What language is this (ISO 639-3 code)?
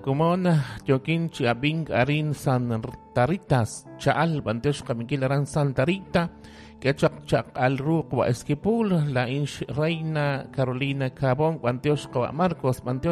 kek